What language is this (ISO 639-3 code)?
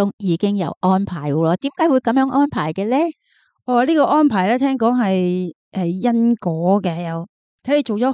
yue